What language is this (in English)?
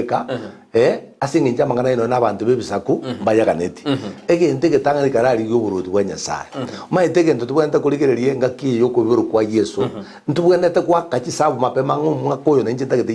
Gusii